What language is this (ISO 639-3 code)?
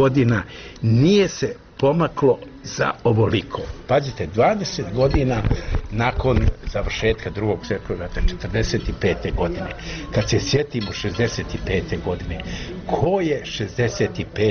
hrv